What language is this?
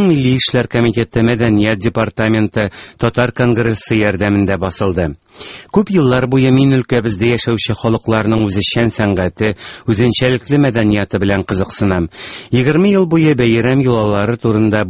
Tatar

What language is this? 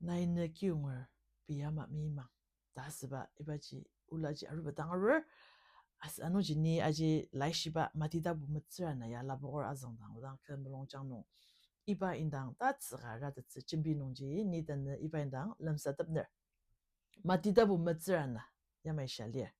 Ao Naga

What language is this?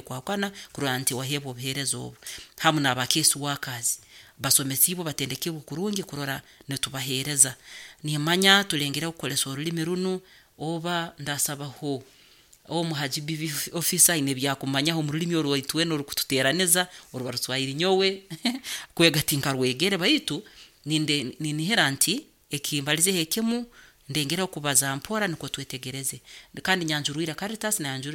Nyoro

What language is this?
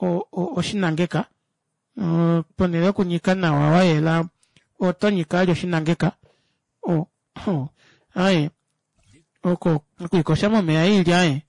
Kuanyama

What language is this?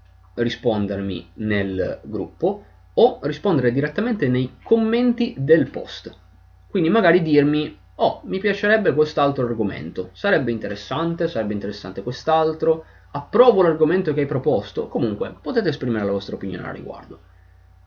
Italian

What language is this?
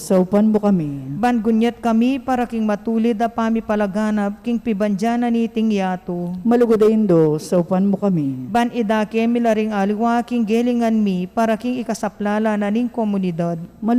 Pampanga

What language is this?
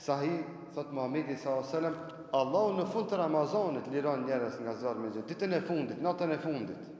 Albanian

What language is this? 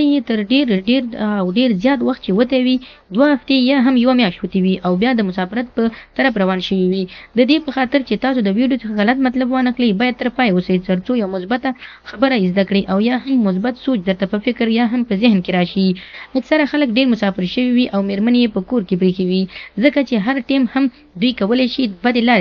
Pashto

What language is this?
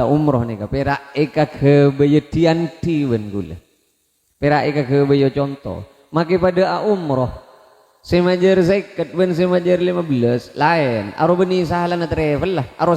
Madurese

